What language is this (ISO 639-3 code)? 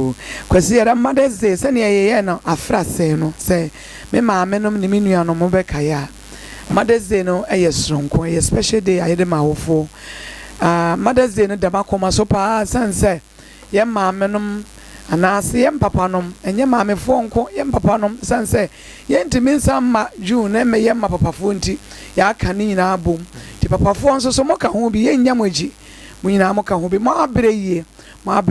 aka